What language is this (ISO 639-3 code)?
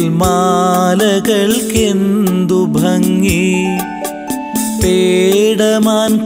mal